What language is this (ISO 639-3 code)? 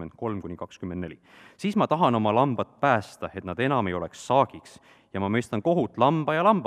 est